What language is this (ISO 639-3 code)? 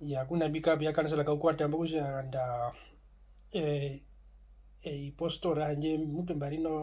her